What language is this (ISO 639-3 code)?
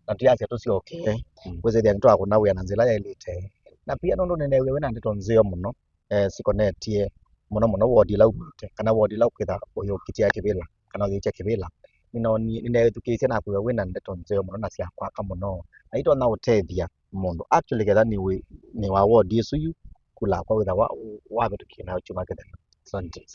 kam